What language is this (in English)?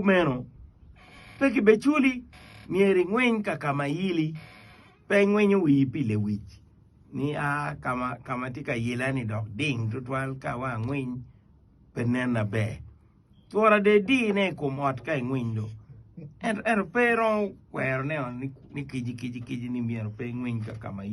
Acoli